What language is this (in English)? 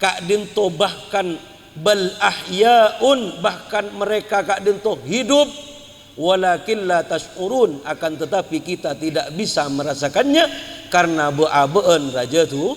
Madurese